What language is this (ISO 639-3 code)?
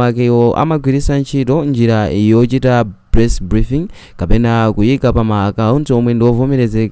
nya